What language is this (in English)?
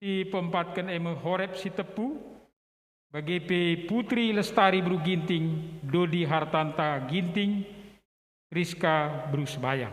Batak Karo